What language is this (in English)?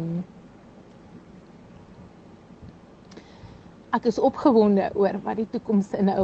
Afrikaans